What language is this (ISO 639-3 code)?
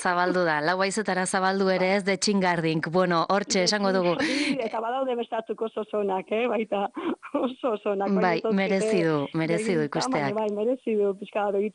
eus